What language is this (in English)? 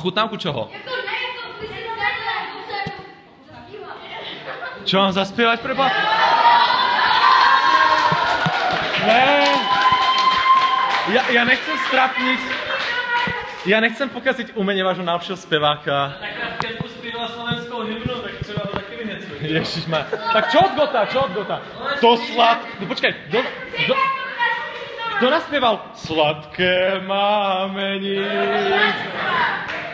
Slovak